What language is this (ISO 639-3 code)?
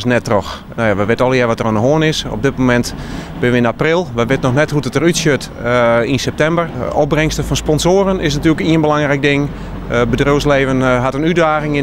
fry